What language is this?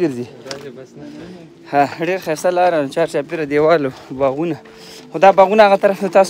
Pashto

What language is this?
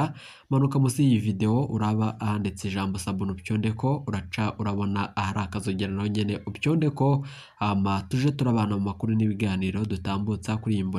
Rundi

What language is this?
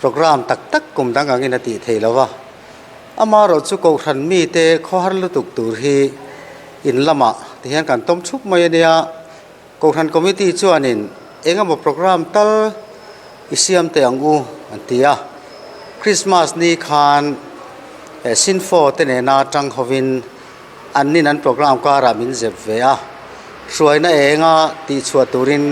Mizo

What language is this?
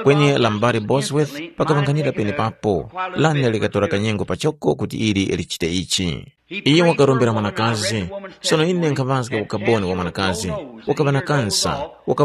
Tumbuka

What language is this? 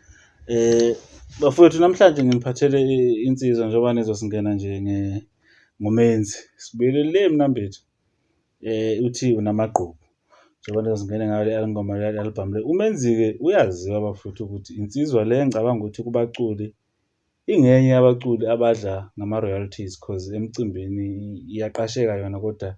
Zulu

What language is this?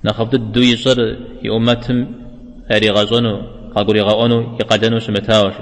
Kabardian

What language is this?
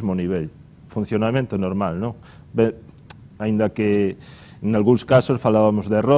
Galician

